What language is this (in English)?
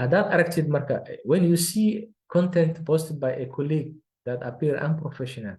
Somali